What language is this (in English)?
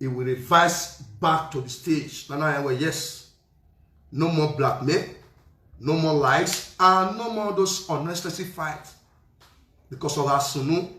Nigerian Pidgin